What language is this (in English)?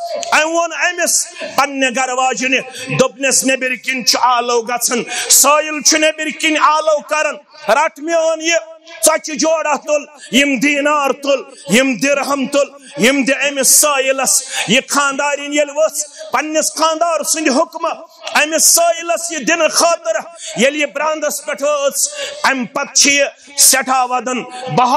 Kashmiri